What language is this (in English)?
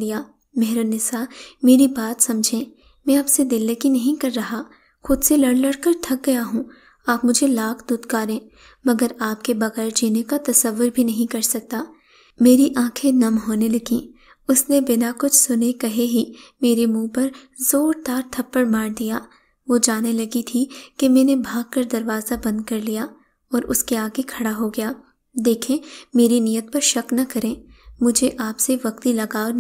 Urdu